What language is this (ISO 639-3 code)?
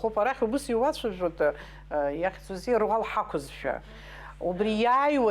abk